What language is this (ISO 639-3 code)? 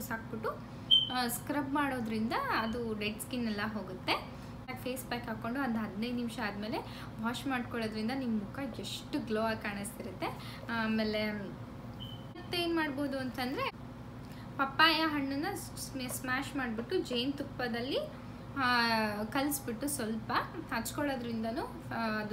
kan